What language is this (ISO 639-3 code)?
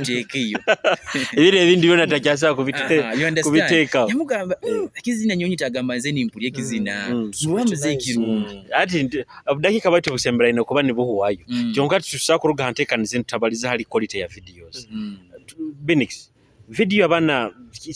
nyo